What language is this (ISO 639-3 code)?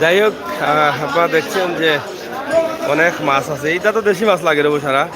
syl